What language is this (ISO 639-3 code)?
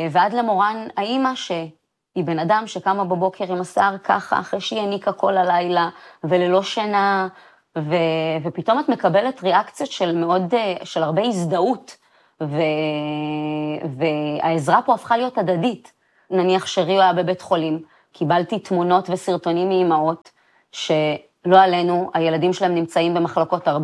heb